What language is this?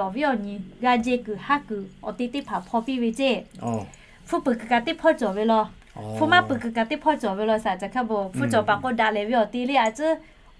Lahu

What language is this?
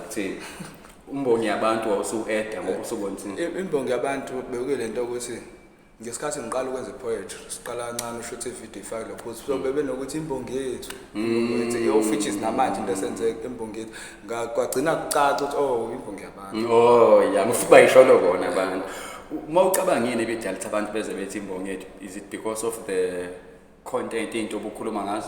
Zulu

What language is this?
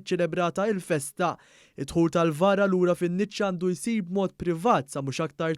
Maltese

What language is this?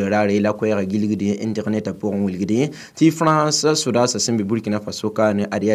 Mossi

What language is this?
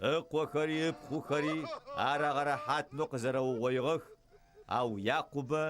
Adyghe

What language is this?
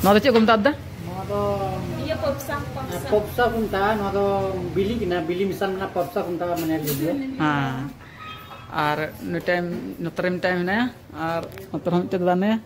Santali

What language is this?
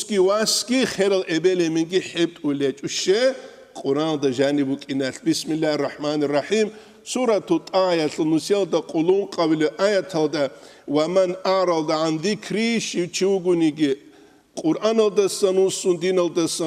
Avaric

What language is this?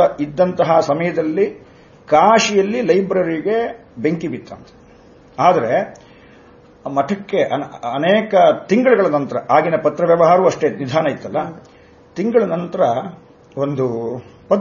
Kannada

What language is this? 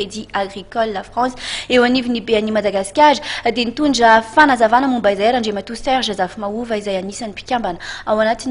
Malagasy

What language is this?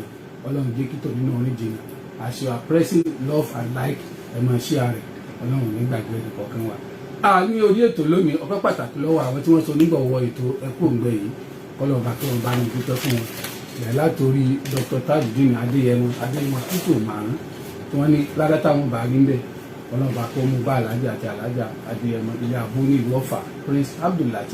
Yoruba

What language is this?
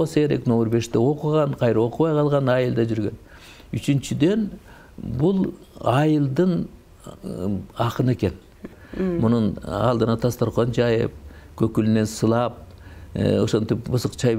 Kyrgyz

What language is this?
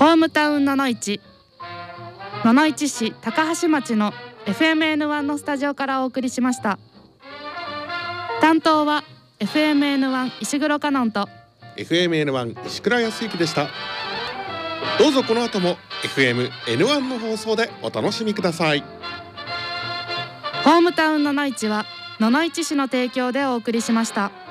Japanese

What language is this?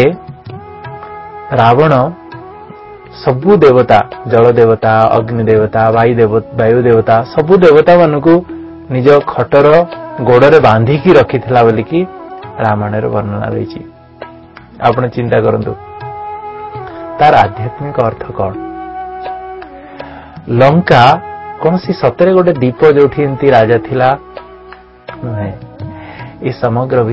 Odia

